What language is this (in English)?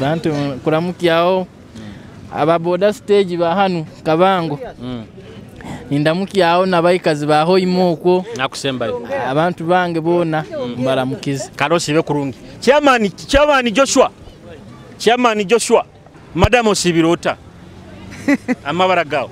Nyoro